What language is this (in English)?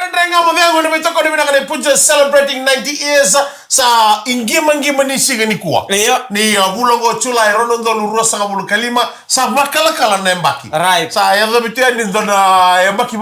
Fijian